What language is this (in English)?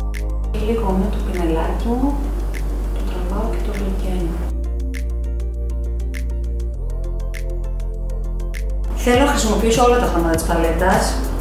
Greek